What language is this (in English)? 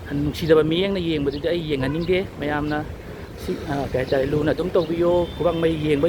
Manipuri